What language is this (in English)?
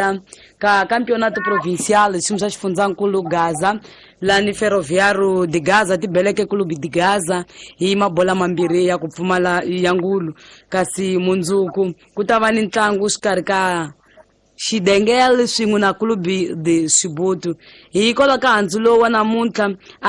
Tsonga